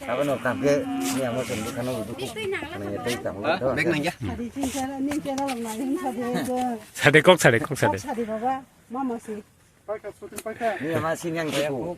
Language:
Kok Borok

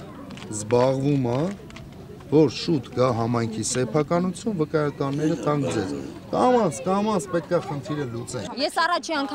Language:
Armenian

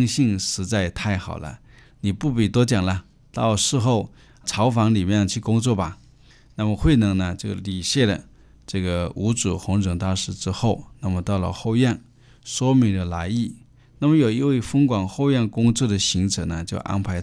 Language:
Chinese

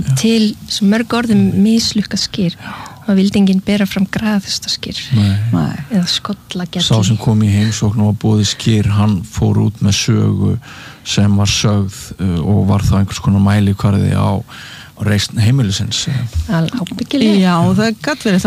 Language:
Icelandic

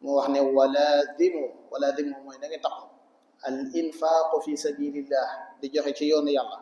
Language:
Wolof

